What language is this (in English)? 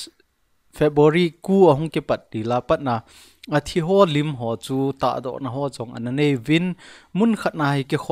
Thado Chin